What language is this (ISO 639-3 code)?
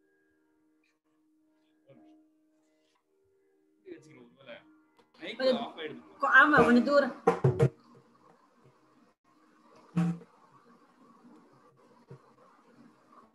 tam